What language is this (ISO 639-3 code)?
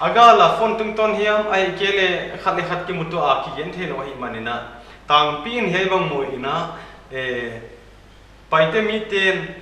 pck